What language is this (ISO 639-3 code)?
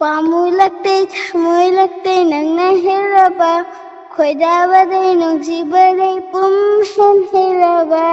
mni